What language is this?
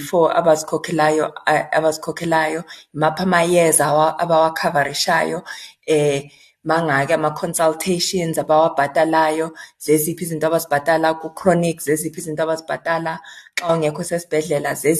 Xhosa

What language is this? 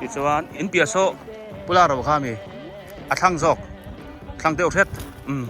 Biete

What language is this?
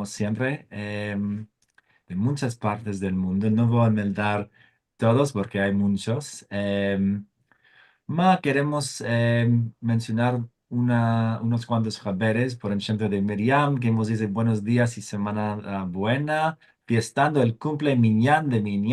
Ladino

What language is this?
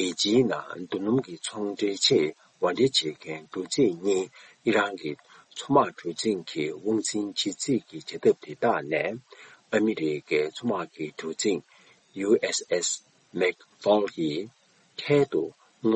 Tibetan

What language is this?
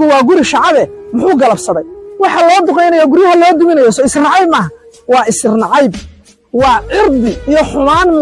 Somali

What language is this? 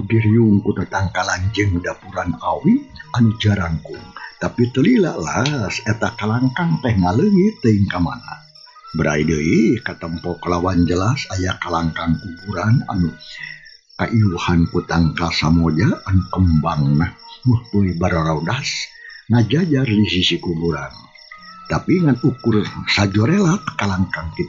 Sundanese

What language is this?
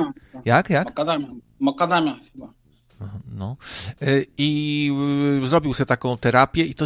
Polish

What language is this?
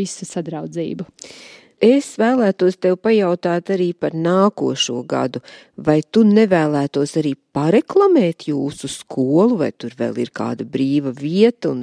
Latvian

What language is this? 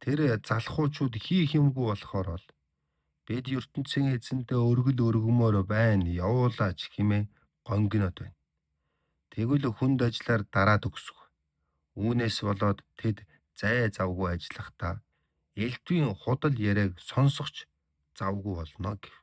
Mongolian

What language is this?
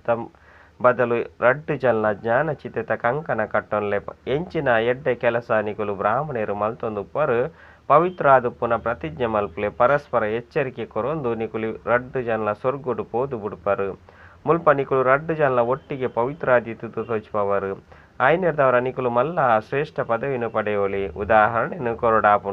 Tulu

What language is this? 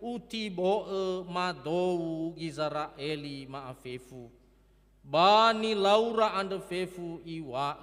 Nias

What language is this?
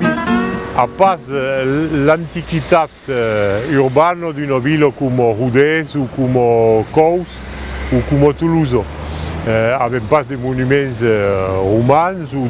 Occitan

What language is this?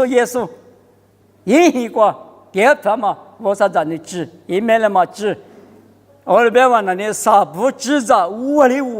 Lisu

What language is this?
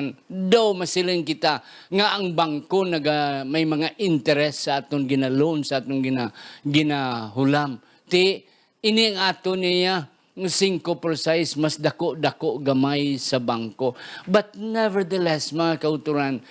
Hiligaynon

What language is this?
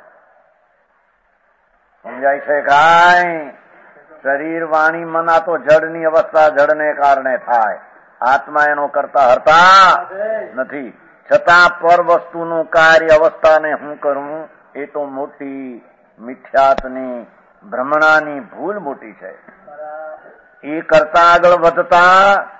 Gujarati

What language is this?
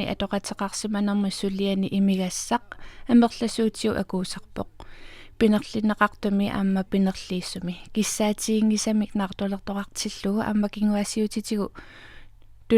Kalaallisut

